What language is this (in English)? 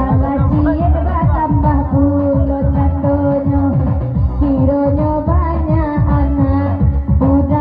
Minangkabau